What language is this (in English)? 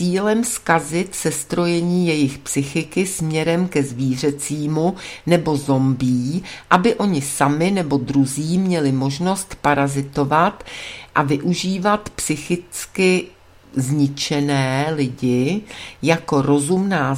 Czech